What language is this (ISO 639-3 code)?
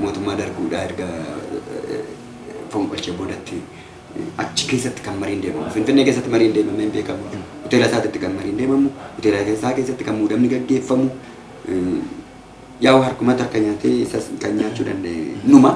orm